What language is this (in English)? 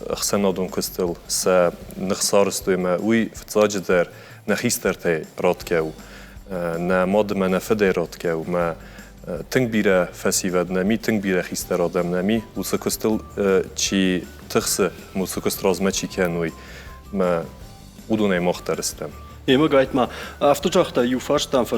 Ossetic